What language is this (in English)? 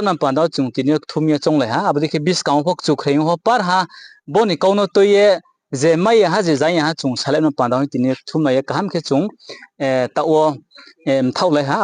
Riang (India)